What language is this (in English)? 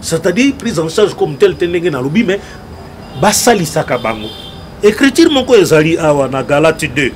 Lingala